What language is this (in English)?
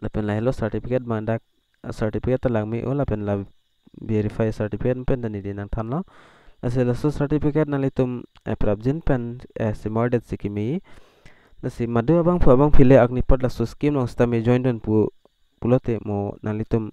Karbi